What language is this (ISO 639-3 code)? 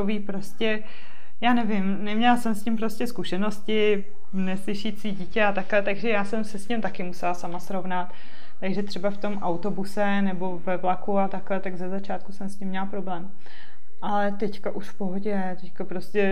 ces